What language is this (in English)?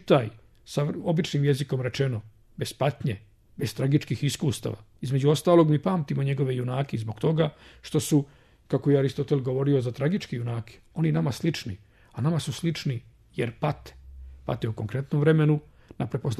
Serbian